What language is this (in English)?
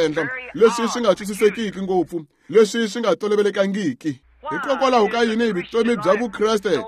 Tsonga